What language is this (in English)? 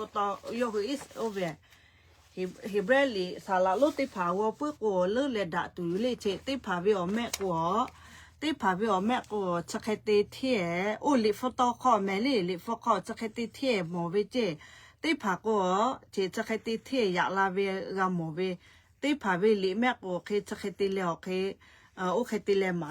Lahu